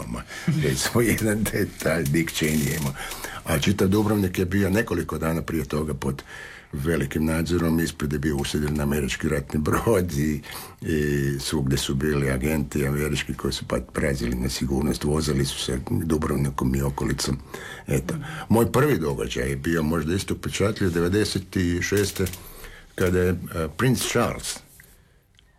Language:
Croatian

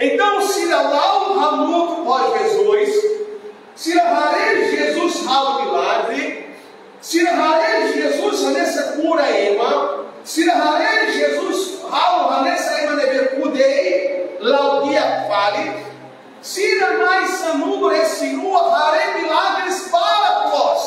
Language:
Tetum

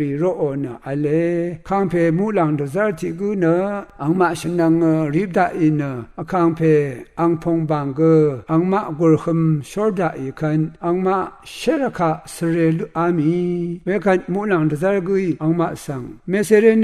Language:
Rawang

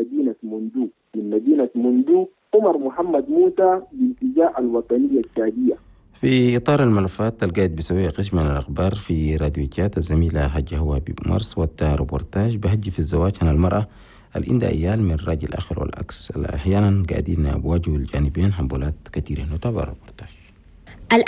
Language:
Chadian Arabic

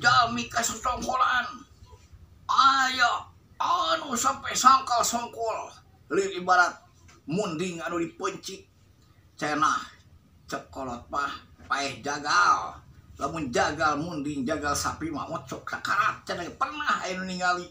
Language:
Sundanese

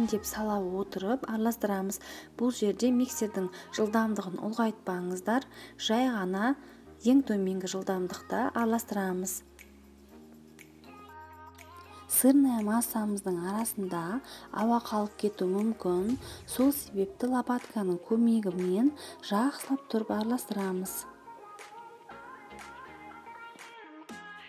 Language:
Kazakh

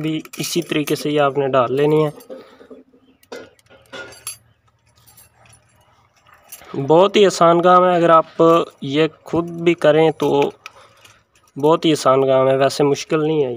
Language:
Hindi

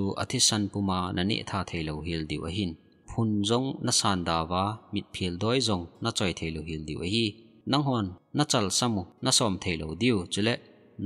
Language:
Thado Chin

